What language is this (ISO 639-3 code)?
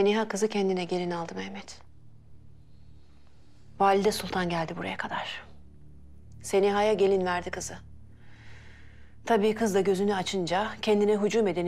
tur